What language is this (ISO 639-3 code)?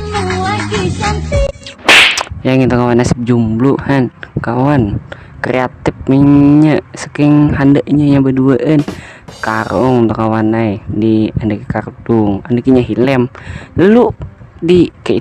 bjn